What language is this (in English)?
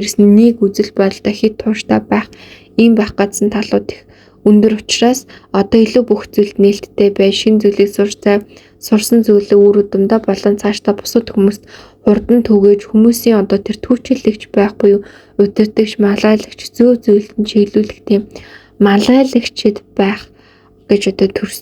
Mongolian